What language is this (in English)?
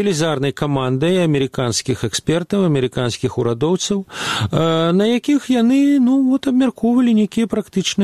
Belarusian